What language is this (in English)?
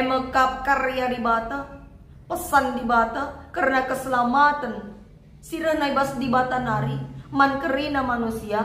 Batak Karo